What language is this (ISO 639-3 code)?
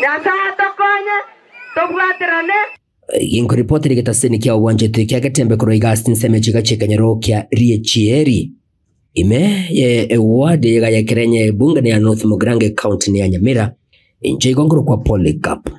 guz